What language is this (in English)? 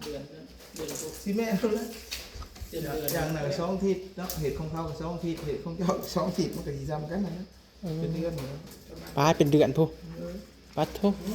Northeastern Thai